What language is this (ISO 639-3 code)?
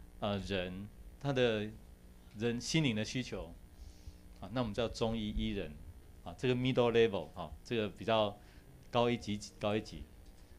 zho